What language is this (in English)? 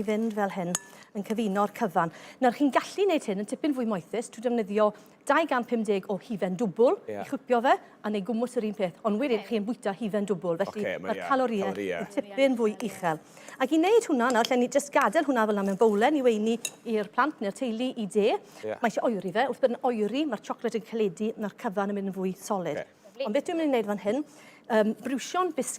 Welsh